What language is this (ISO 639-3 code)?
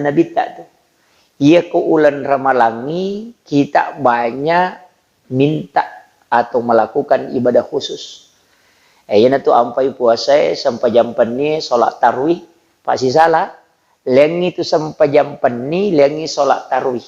bug